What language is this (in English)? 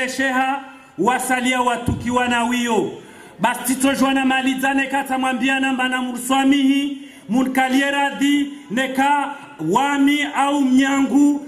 Swahili